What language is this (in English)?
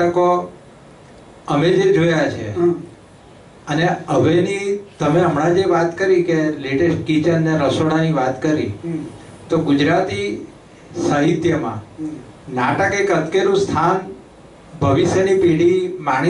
Gujarati